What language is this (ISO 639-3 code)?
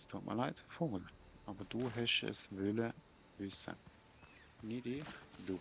gsw